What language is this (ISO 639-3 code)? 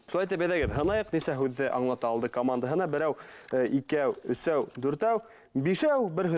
bak